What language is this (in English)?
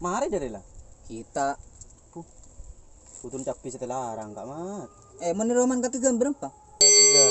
Madurese